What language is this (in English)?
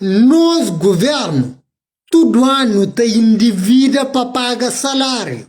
Kabuverdianu